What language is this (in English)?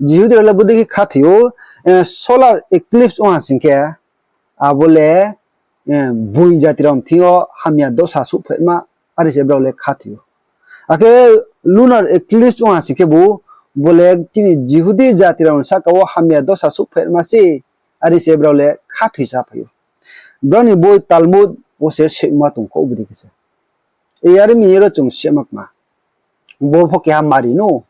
Riang (India)